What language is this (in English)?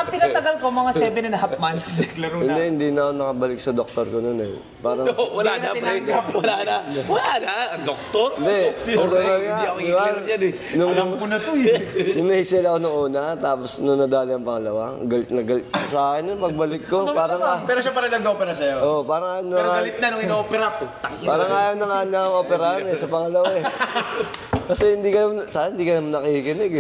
Filipino